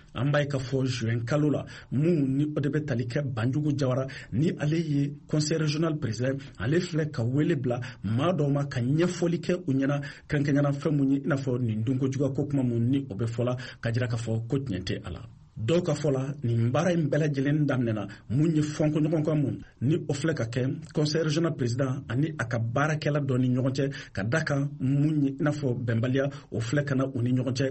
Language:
Bambara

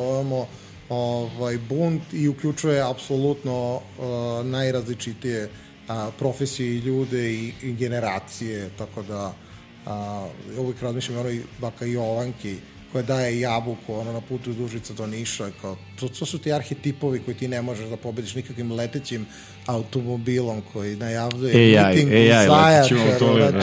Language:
Serbian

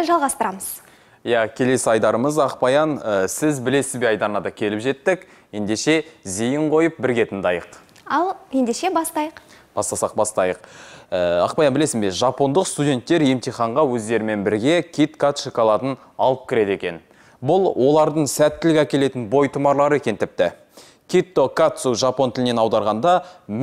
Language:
Kazakh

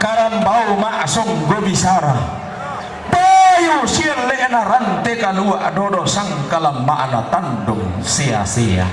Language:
Toraja-Sa'dan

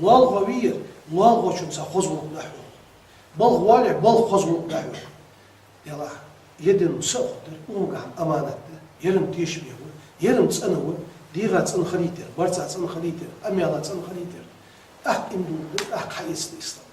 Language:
Ingush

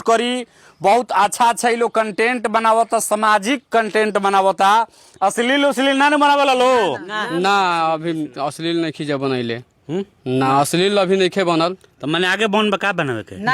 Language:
Bhojpuri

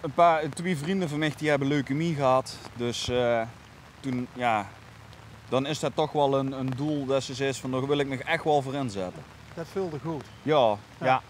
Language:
Limburgish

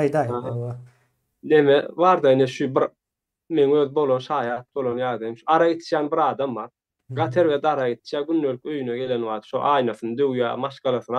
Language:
Turkmen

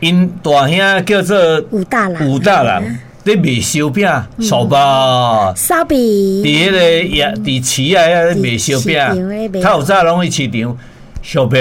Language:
Min Nan Chinese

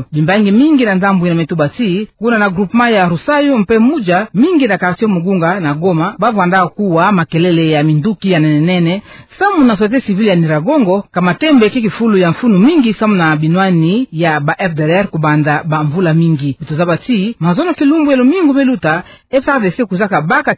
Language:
Kituba (Democratic Republic of Congo)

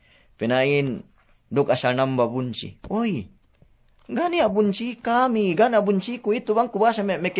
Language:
Yakan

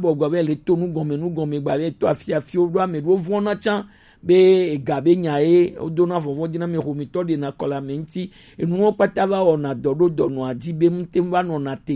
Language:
Gen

